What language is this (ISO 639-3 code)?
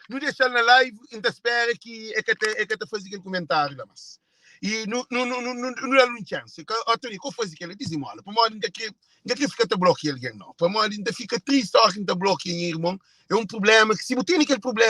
kea